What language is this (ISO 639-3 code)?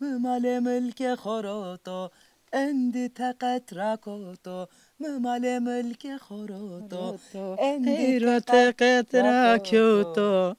zza